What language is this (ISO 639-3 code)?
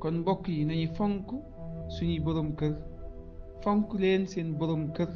wol